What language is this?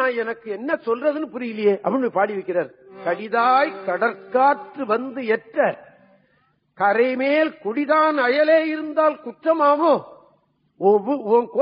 Tamil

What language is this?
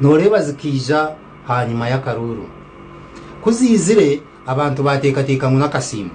Nyankole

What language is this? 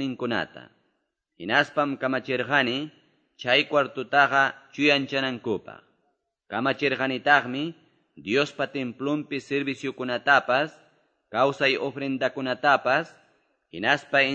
Quechua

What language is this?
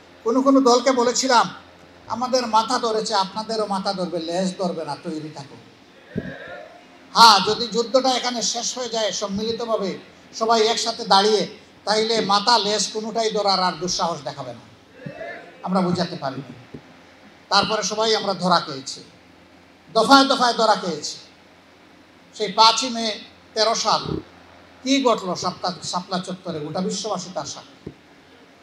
Bangla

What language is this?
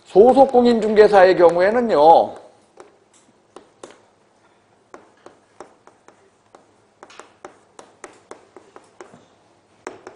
Korean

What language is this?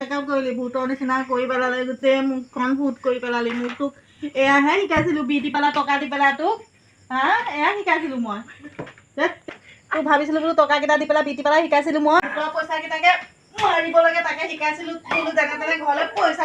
Assamese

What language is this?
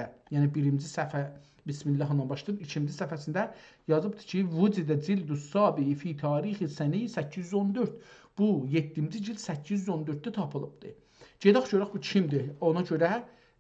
South Azerbaijani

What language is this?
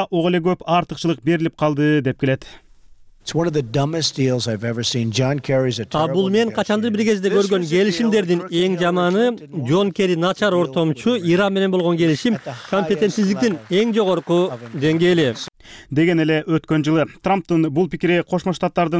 Kyrgyz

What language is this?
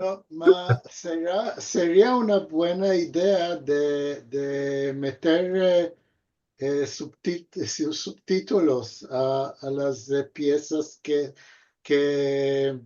Ladino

